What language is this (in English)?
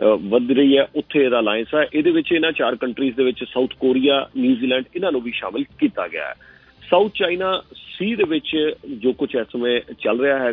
Punjabi